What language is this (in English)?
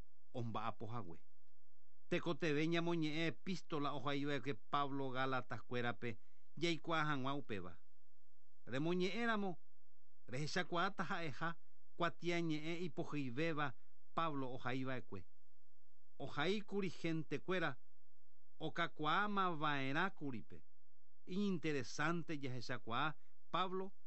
Guarani